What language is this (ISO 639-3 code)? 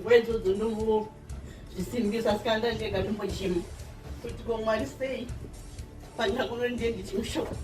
sna